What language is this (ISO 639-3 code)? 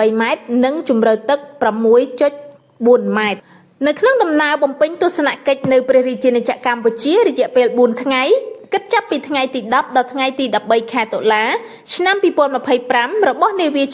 khm